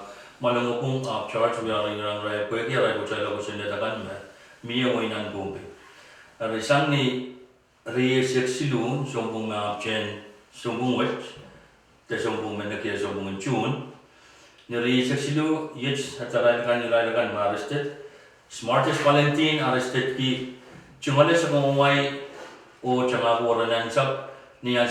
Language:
Pohnpeian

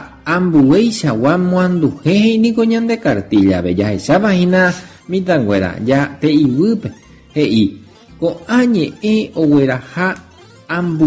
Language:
Guarani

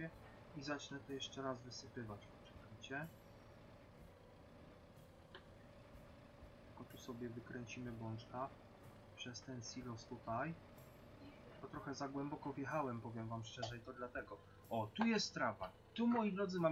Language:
Polish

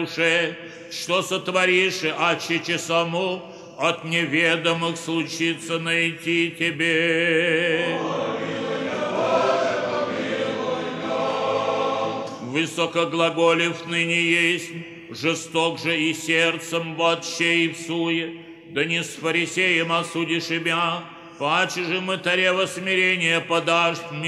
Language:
Church Slavic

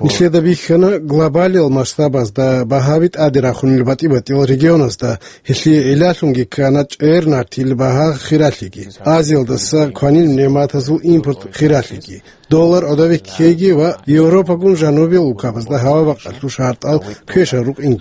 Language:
Avaric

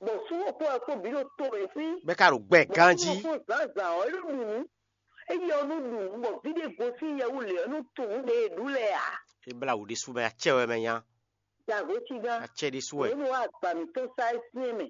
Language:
Fon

